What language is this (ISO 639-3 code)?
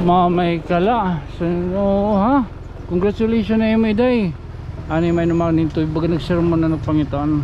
war